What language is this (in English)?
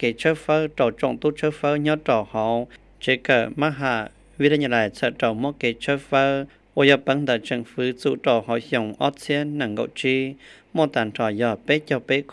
Hmong